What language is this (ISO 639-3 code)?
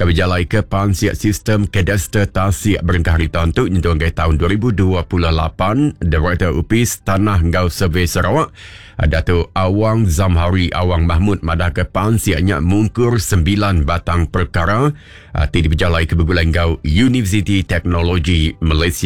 iba